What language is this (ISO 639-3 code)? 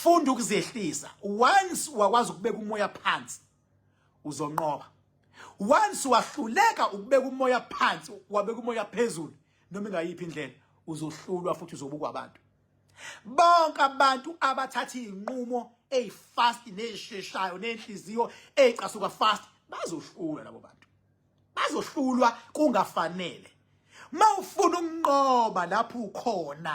zul